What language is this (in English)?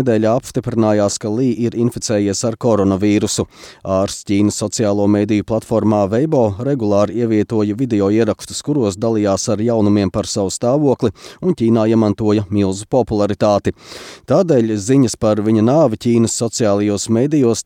Latvian